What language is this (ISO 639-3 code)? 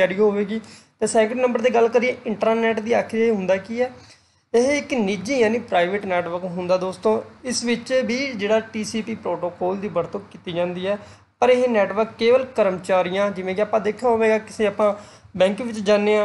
pan